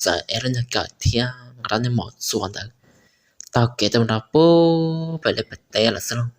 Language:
Hmong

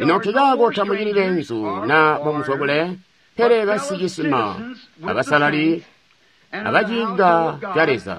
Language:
Tonga (Zambia)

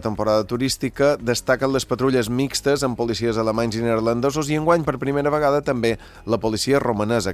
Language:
Catalan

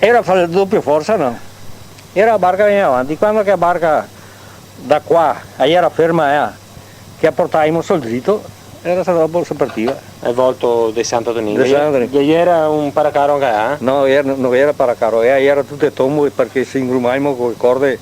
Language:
Venetian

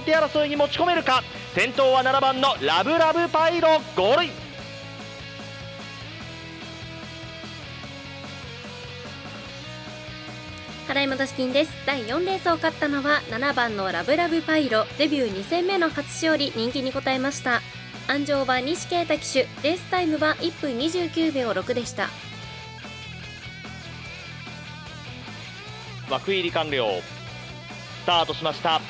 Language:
Japanese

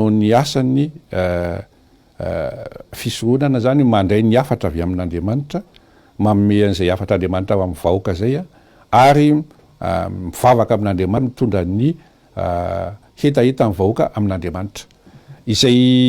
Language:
Malagasy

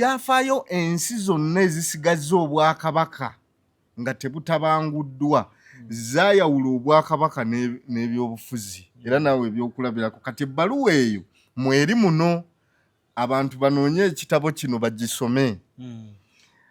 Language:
Ganda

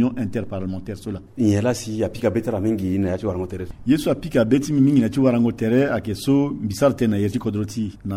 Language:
Sango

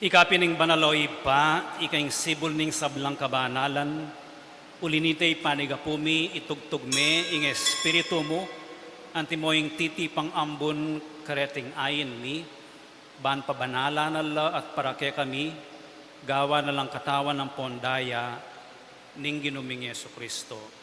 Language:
Pampanga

